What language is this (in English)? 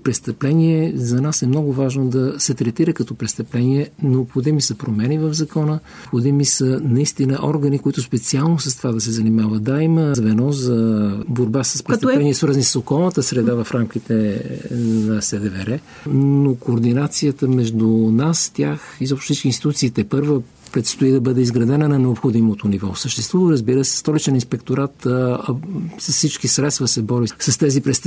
Bulgarian